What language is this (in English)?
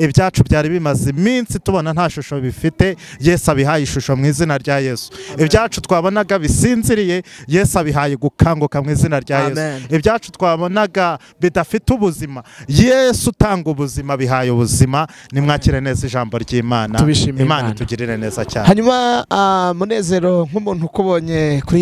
Kinyarwanda